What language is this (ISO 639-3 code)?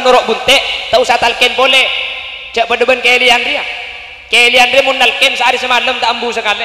mad